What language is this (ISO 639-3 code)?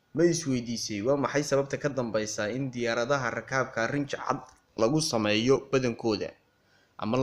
som